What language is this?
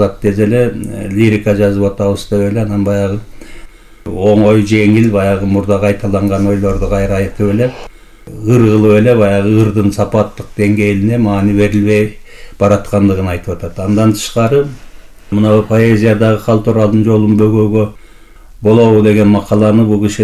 Kyrgyz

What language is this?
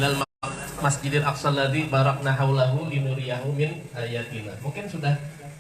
Banjar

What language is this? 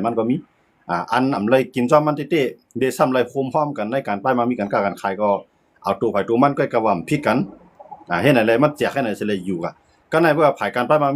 Shan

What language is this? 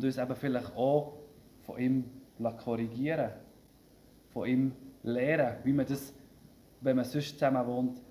Swiss German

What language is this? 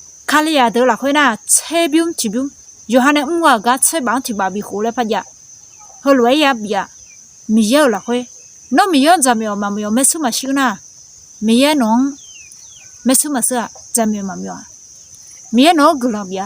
Akha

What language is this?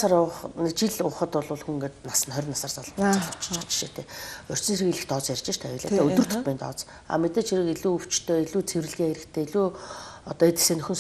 Mongolian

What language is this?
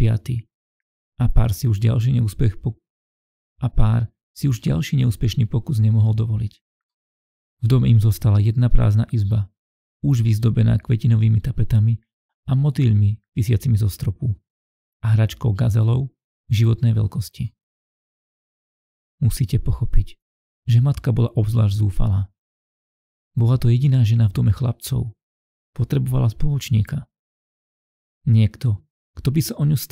Slovak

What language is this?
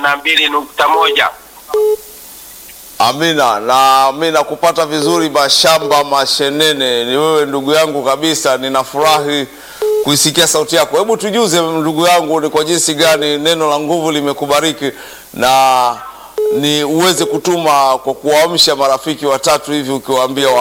Swahili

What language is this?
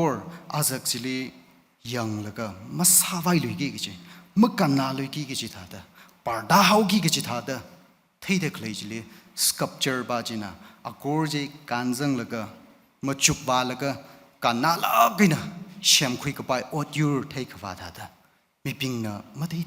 Tangkhul Naga (India)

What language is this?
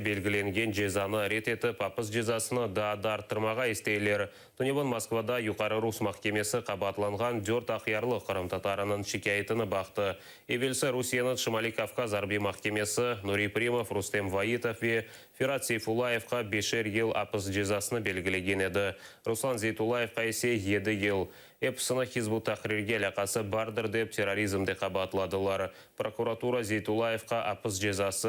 Crimean Tatar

